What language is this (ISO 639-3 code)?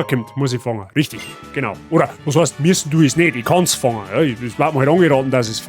bar